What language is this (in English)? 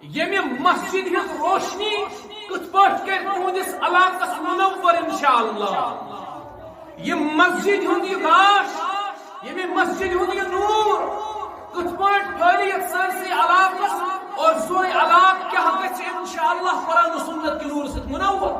Kashmiri